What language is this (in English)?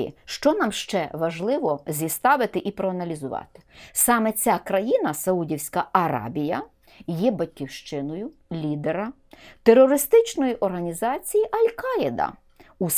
Ukrainian